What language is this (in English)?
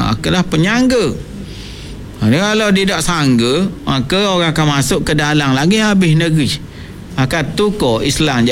Malay